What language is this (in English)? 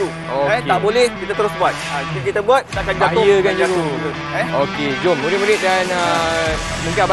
Malay